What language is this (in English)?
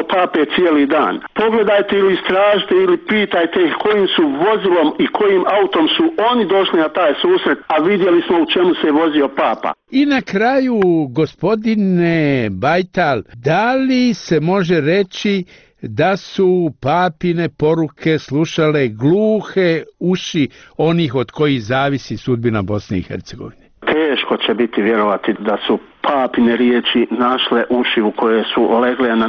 Bosnian